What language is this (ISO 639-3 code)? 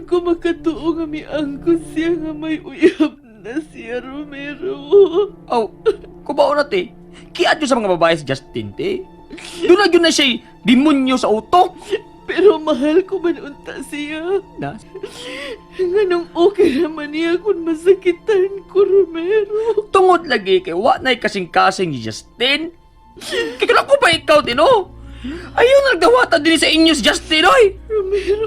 ceb